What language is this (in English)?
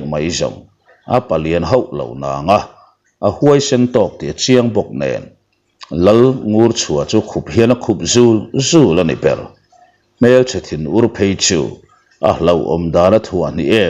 Mizo